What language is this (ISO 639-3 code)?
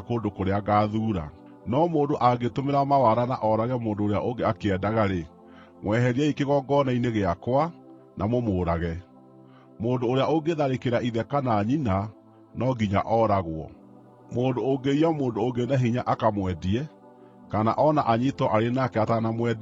kik